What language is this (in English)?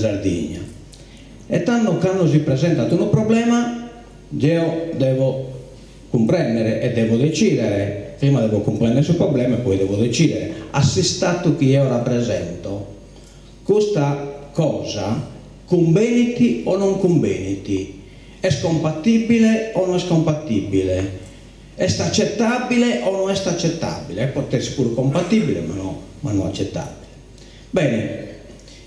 Sardinian